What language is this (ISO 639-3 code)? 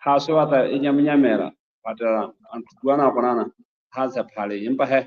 sot